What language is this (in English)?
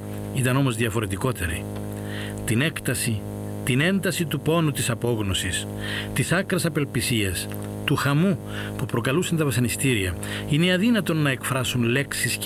Greek